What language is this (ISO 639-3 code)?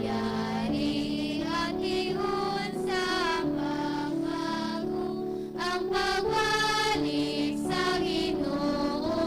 hil